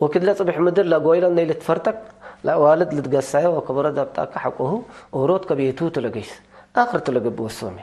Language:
Tigre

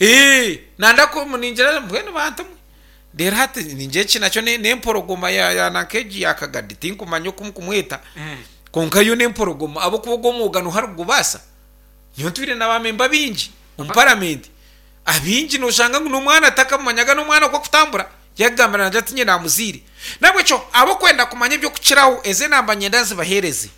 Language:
Nyankole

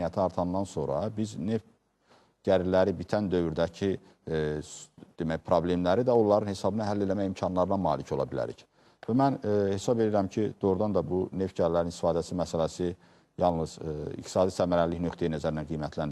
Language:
Azerbaijani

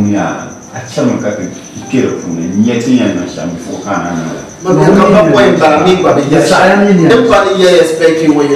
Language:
Dagbani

